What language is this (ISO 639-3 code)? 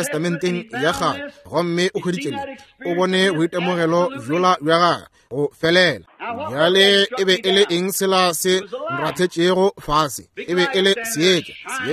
nso